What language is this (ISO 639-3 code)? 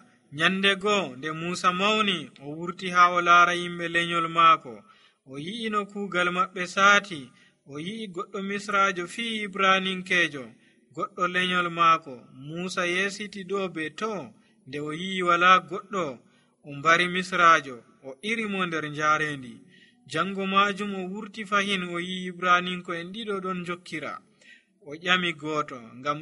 fuv